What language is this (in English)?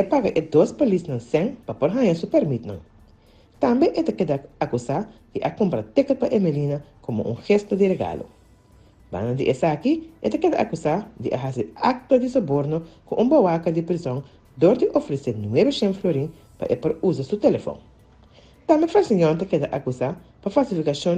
Papiamento